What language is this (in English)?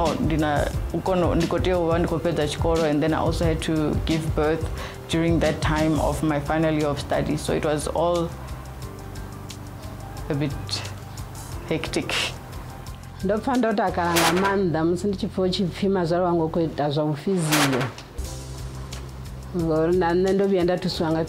English